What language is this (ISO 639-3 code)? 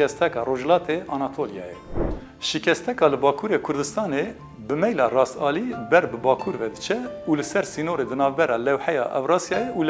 kur